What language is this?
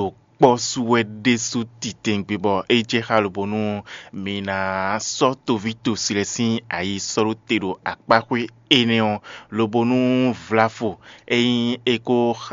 Fon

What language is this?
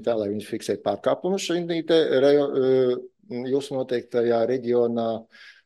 Latvian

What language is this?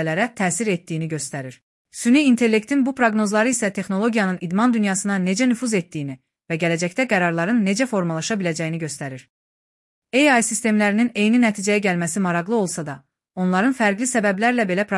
Azerbaijani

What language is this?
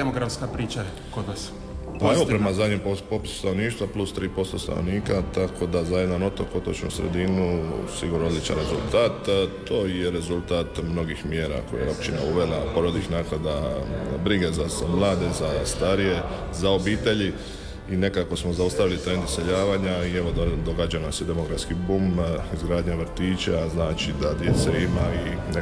Croatian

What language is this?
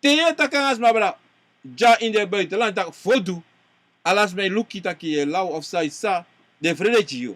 Sranan Tongo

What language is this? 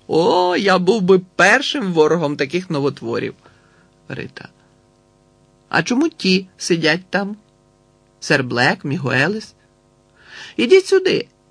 Ukrainian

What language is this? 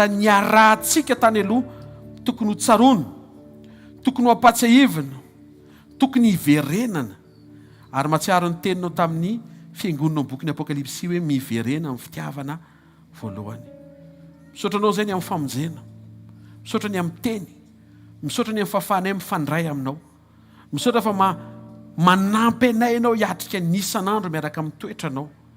Malagasy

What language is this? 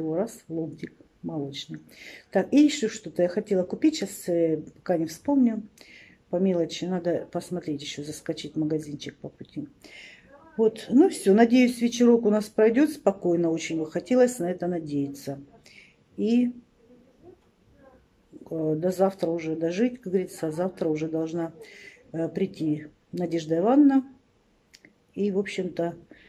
Russian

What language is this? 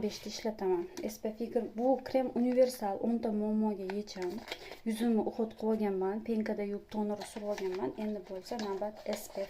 Uzbek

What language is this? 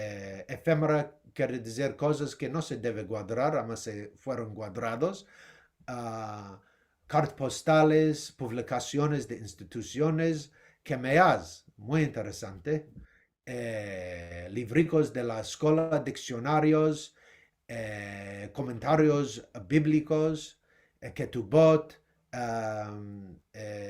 Ladino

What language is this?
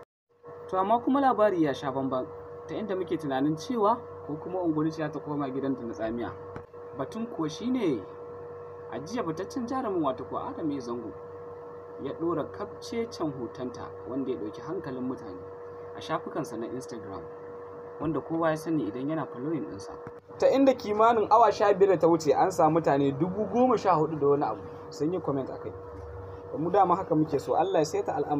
Hausa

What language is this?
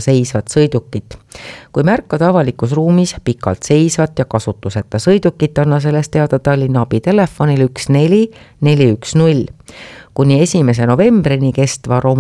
Estonian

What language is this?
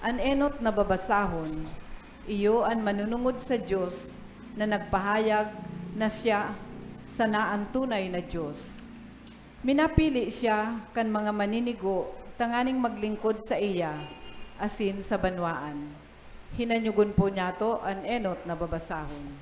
Bikol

